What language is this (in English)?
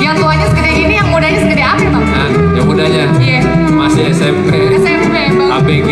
Betawi